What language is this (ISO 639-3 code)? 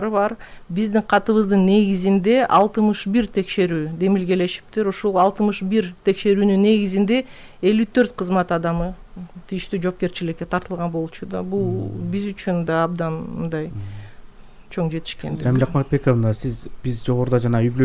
kir